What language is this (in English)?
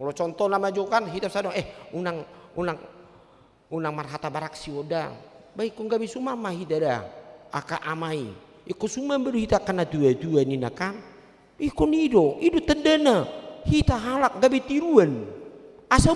Batak Toba